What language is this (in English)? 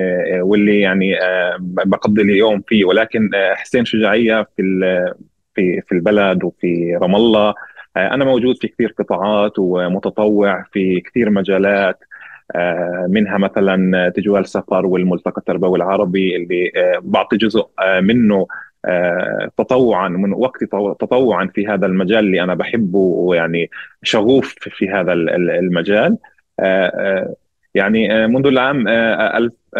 North Levantine Arabic